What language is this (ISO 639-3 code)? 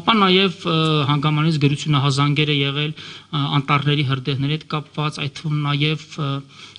hye